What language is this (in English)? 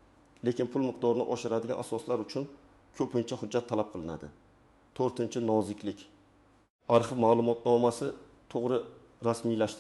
Uzbek